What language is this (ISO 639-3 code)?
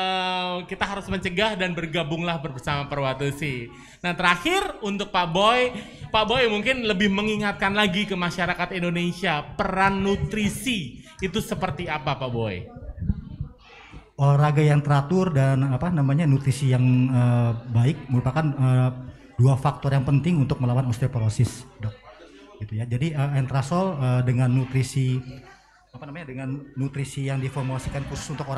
ind